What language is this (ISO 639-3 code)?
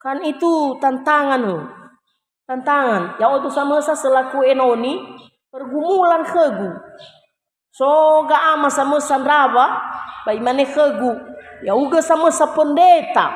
nia